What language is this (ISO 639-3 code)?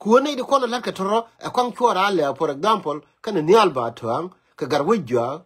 nus